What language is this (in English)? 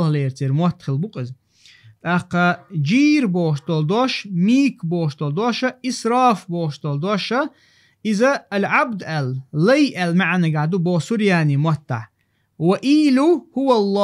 Chechen